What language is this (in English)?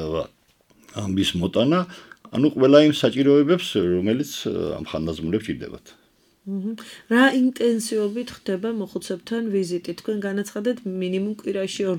Georgian